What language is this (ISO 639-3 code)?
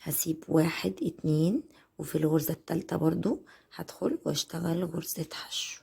arz